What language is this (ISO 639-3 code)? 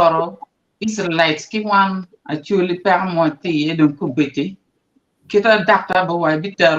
ach